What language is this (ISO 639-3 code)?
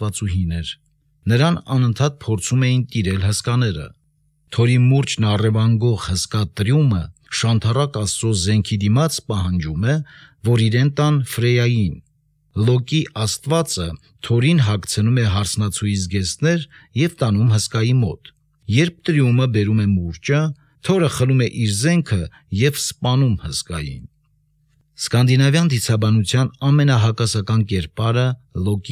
hye